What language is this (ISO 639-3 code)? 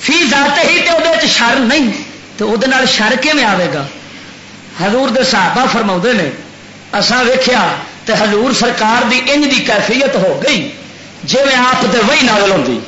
lah